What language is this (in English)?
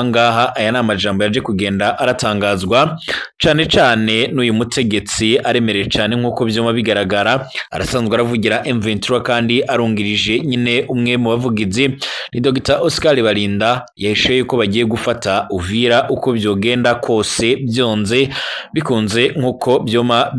Rundi